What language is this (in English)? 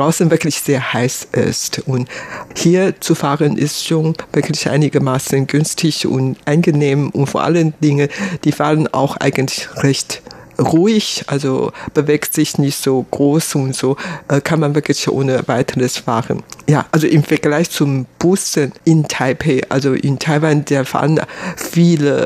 German